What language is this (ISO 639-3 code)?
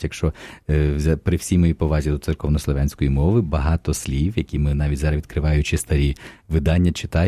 ukr